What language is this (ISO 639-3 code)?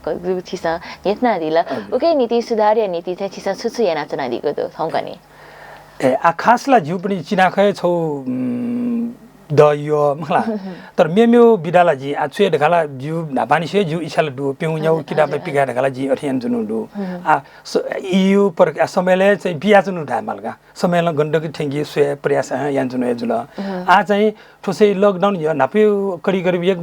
new